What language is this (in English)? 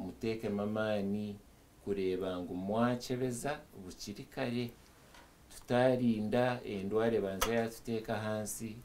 Nyankole